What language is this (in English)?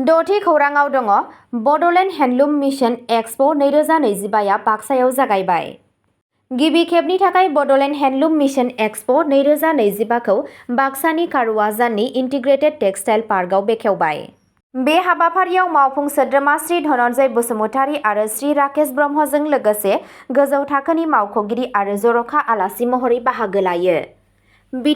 Bodo